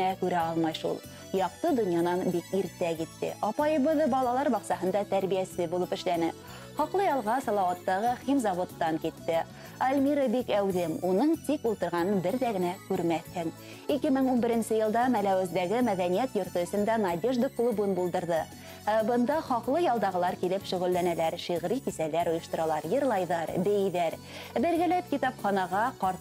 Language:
Bashkir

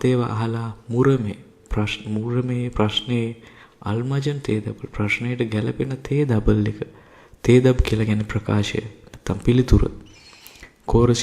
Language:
Sinhala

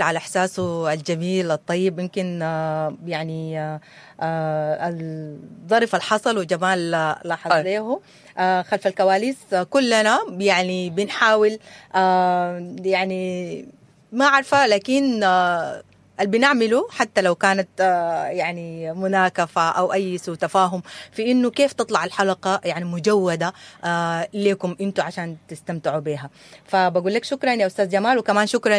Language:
Sudanese Arabic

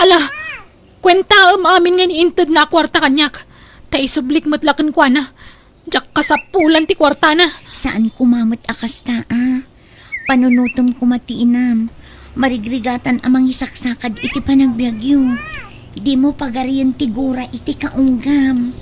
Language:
Iloko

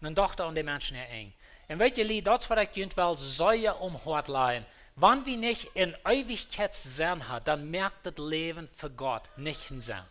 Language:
Plautdietsch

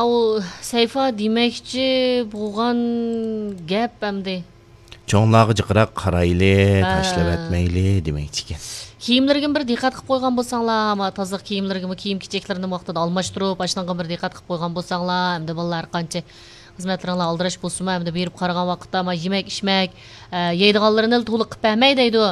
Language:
Uyghur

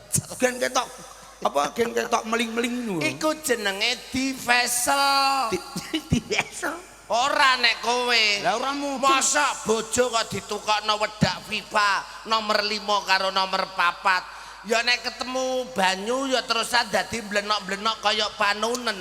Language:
Javanese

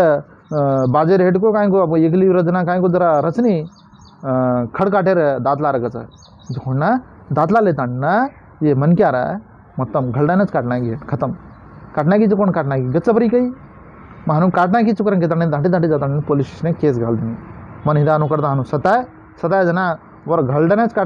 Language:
Lambadi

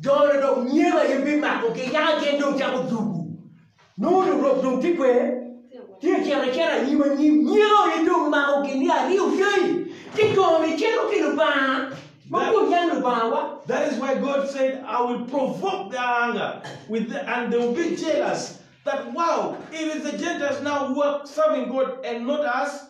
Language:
Acoli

